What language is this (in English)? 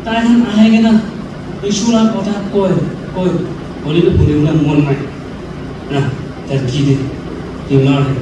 Naga Pidgin